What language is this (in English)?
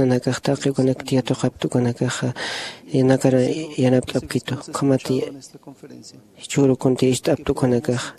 Aymara